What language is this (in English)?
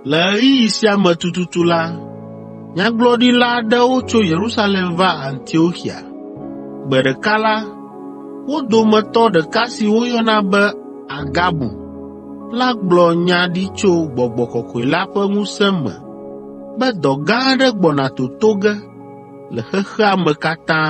Ewe